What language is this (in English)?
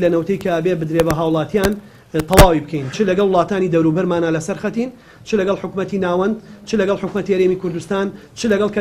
Central Kurdish